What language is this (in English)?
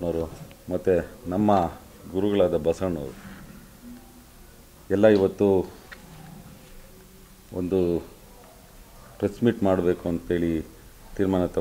Kannada